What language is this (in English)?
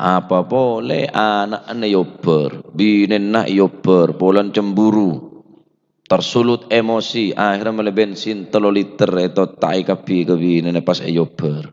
Madurese